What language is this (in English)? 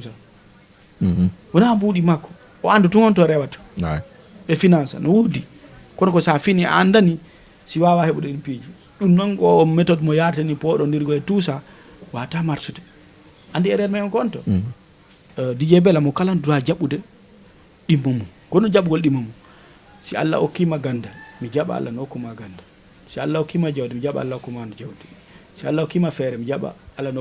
Fula